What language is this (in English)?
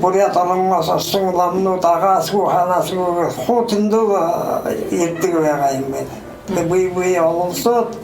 Buriat